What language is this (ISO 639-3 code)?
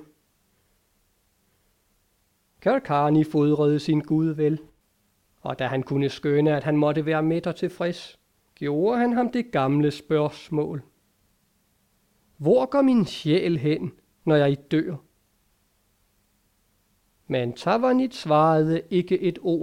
dan